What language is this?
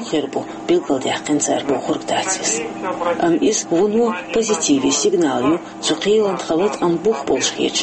Chechen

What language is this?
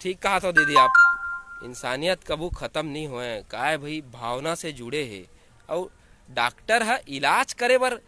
Chhattisgarhi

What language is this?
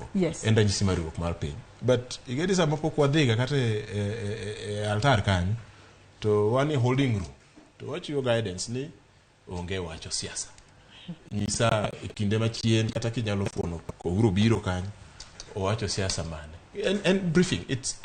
Luo (Kenya and Tanzania)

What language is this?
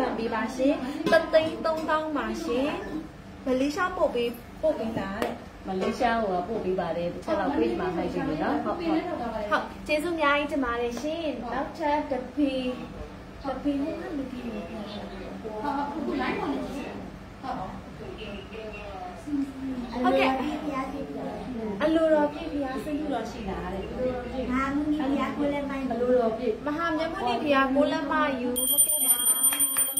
Burmese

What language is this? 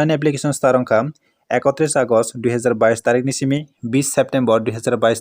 Kok Borok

